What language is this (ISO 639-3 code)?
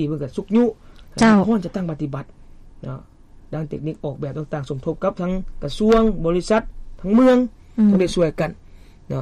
lao